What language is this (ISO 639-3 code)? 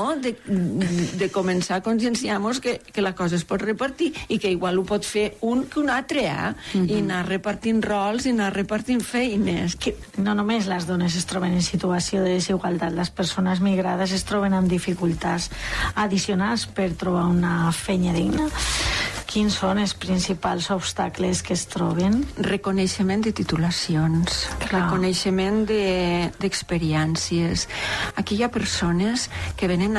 cat